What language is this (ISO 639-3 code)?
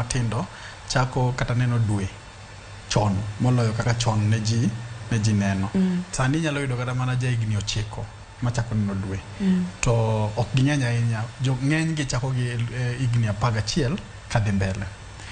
luo